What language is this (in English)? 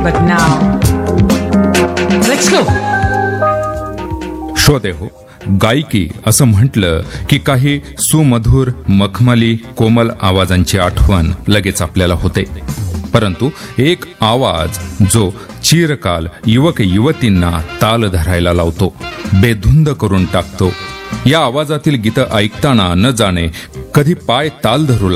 Marathi